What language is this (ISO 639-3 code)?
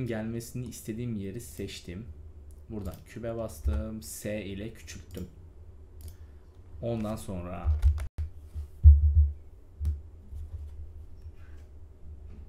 tur